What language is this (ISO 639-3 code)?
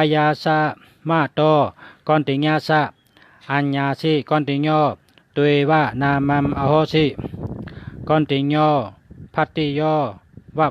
shn